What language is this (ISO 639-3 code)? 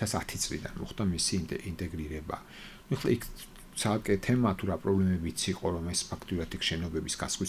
kat